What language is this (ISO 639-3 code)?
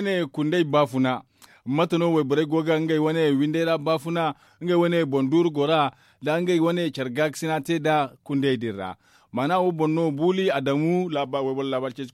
dje